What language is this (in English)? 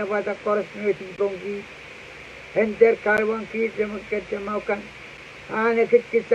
Pohnpeian